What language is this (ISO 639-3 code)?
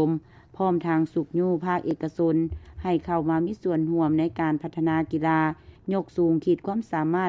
lao